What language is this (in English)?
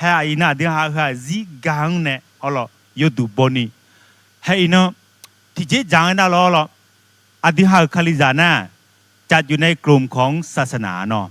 Akha